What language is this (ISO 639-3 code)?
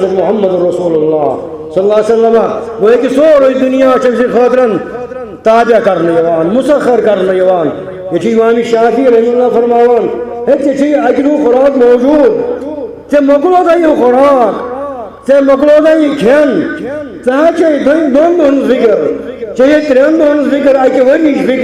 kas